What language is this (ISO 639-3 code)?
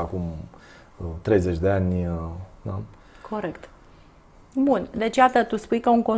ron